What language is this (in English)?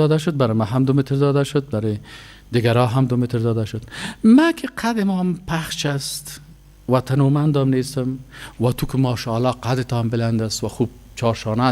Persian